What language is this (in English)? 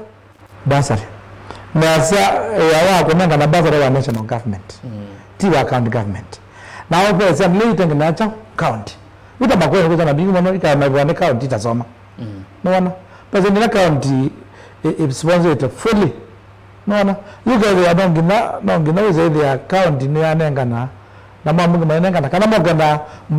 Kamba